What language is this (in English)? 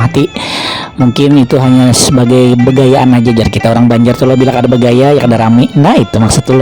Banjar